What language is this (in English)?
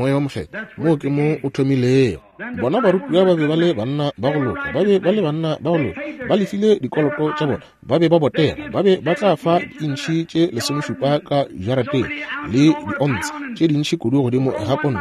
Northern Sotho